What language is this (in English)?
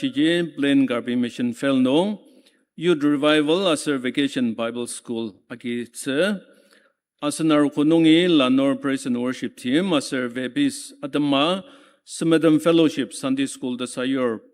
Ao Naga